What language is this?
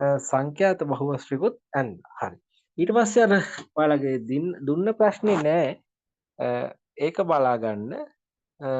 Sinhala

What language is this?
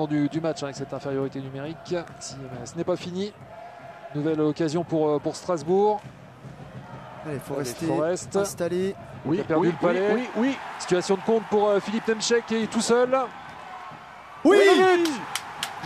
French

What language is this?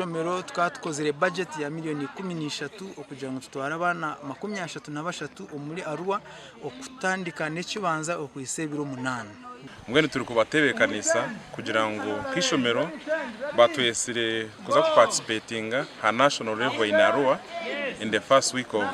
Nyankole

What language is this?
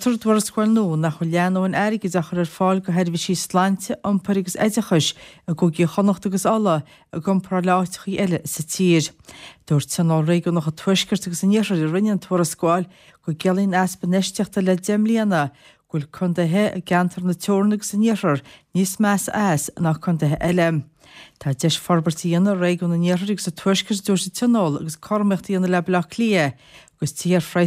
Irish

